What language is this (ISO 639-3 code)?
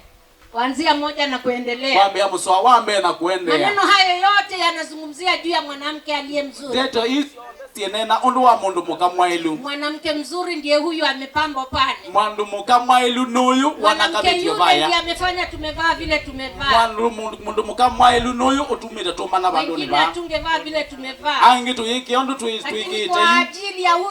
kam